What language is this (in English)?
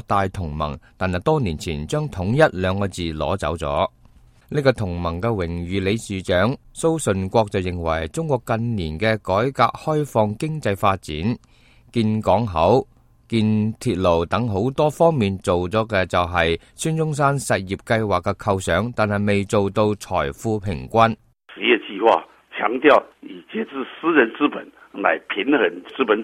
Cantonese